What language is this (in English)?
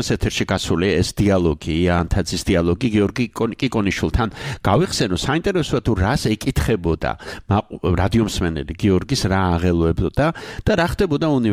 Georgian